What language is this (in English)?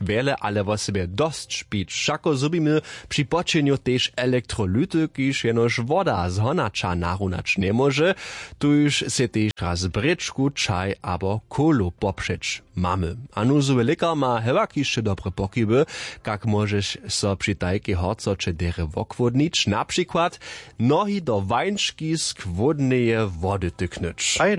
Upper Sorbian